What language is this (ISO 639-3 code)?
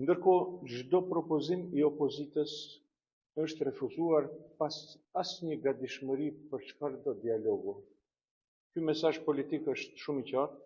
sqi